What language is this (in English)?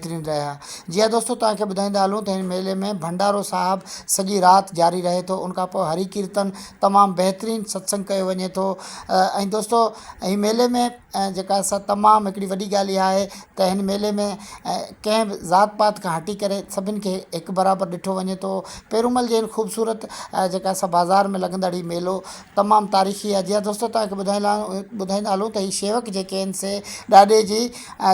Sindhi